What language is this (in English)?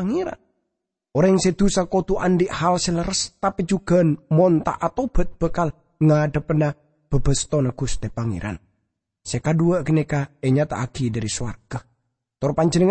Madurese